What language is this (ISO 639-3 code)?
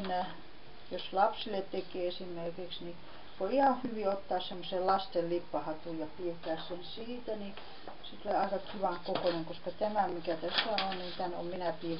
fin